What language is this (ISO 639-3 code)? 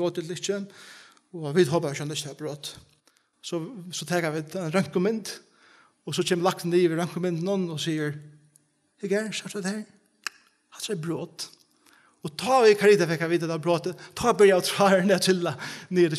fao